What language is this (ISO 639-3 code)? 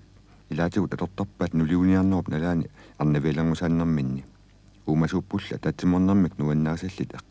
kal